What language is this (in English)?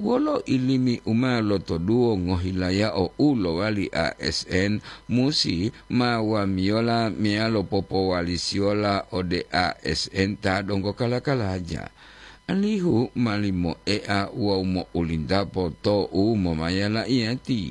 Gorontalo